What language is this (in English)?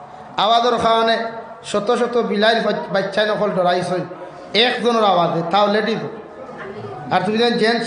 Sylheti